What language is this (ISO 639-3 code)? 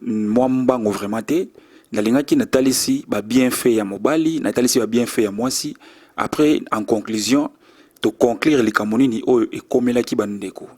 lin